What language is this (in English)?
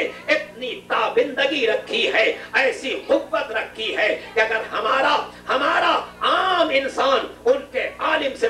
Urdu